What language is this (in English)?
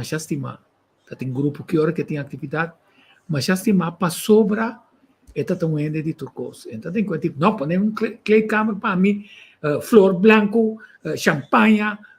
Papiamento